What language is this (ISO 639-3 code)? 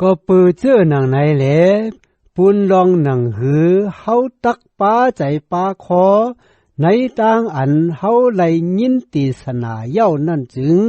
shn